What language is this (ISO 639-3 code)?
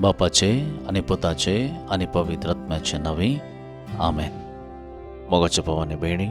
kok